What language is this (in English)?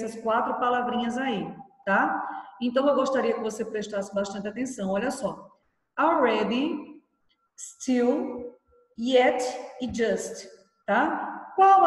Portuguese